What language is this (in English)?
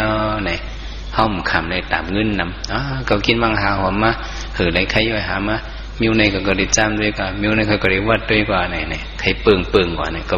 Shan